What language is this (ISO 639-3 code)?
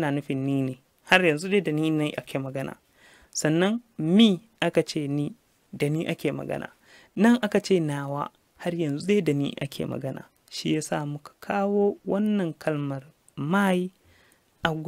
hau